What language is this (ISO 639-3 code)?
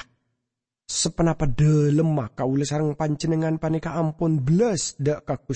mad